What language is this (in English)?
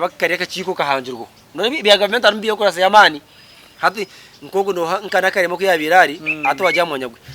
Nyankole